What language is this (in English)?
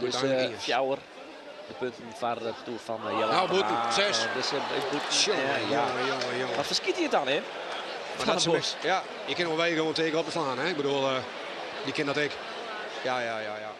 Western Frisian